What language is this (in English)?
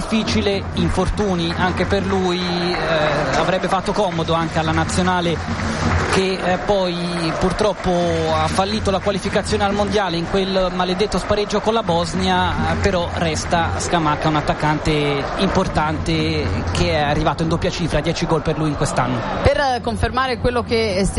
Italian